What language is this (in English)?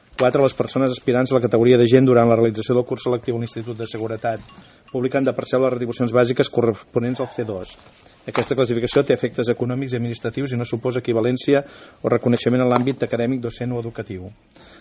Catalan